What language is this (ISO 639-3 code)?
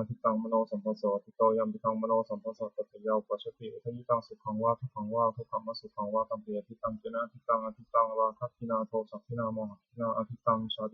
pli